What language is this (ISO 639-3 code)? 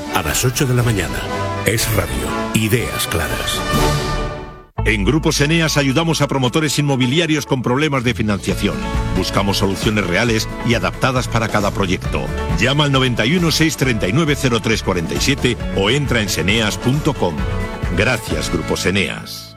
spa